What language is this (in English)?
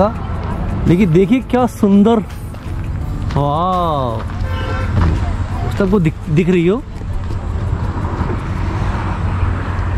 Hindi